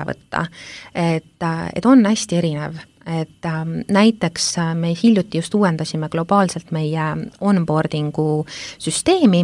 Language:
Estonian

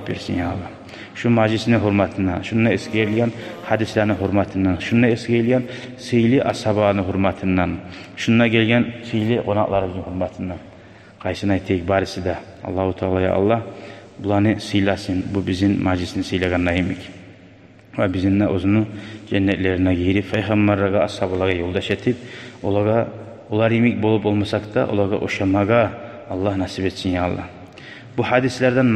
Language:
Kumyk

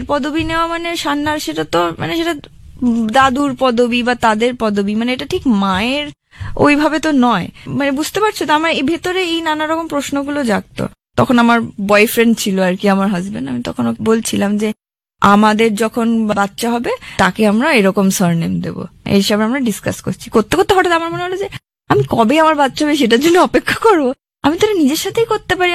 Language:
Bangla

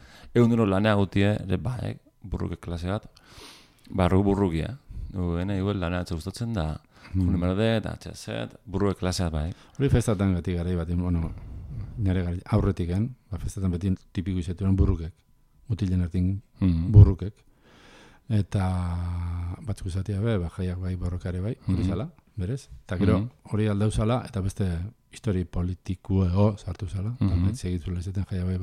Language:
Basque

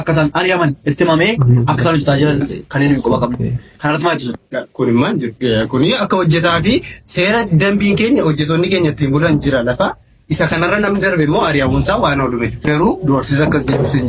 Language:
Oromo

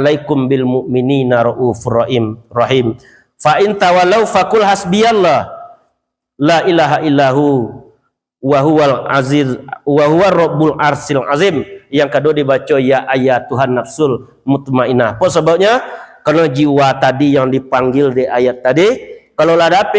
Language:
Minangkabau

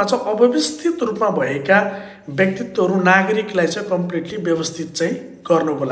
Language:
Nepali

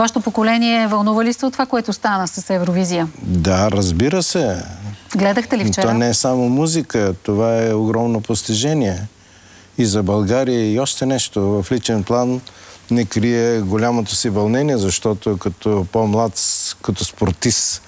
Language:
Bulgarian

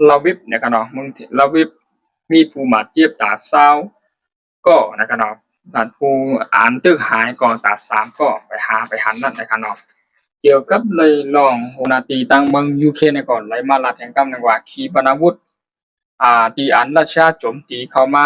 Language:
Shan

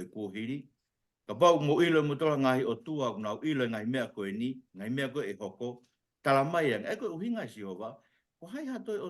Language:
Tongan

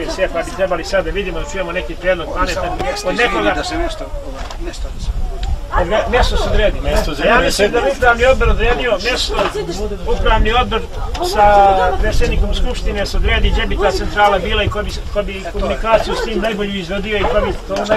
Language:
Bosnian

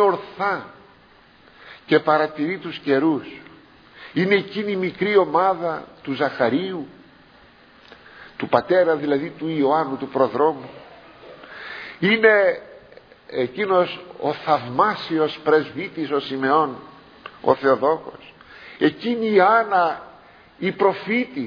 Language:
Greek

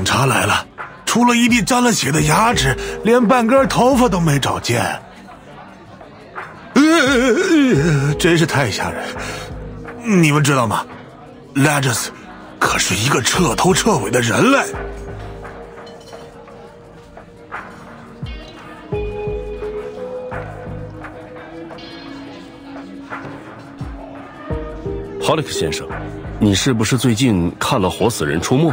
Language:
Chinese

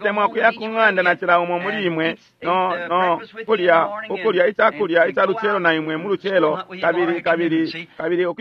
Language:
Bemba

